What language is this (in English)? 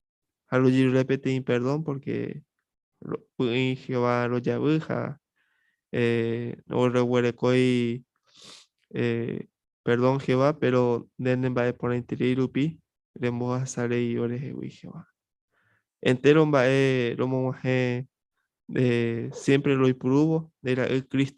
Guarani